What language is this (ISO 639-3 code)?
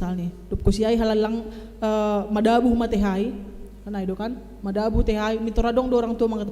bts